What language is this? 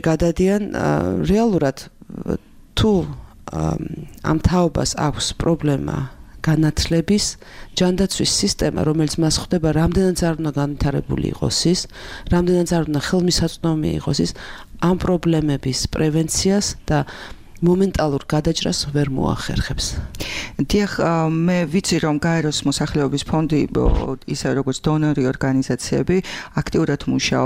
Georgian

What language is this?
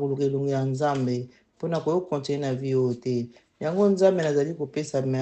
Lingala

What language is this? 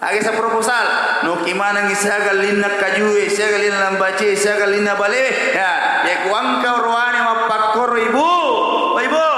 Buginese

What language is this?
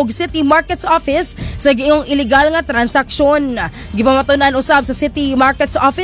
Cebuano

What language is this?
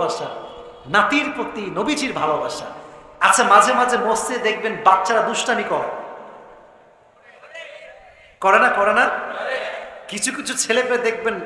Bangla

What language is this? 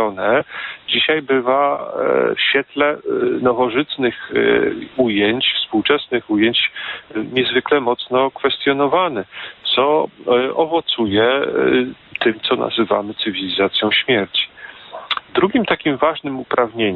Polish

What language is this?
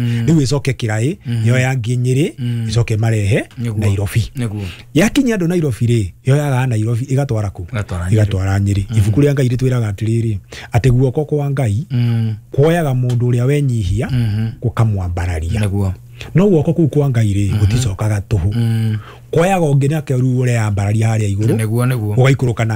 Kikuyu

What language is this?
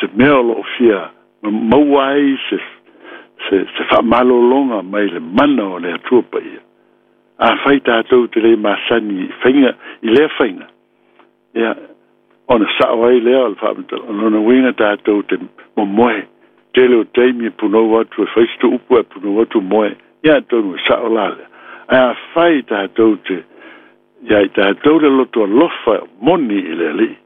Samoan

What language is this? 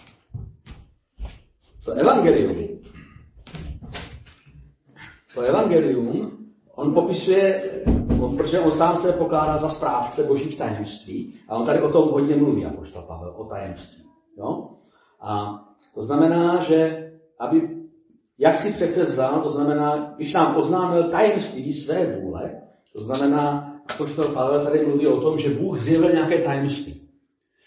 Czech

